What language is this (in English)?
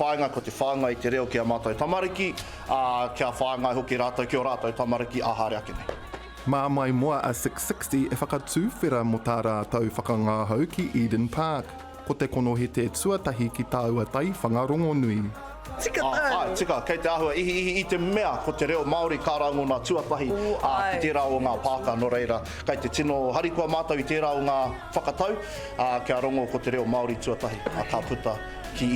Māori